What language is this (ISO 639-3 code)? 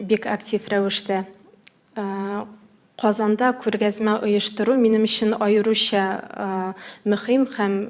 tat